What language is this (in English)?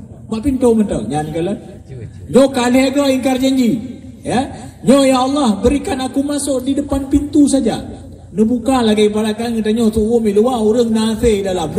Achinese